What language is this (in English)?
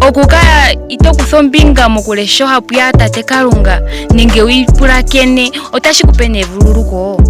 Ndonga